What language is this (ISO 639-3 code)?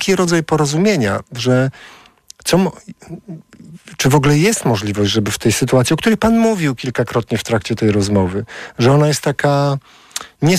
pol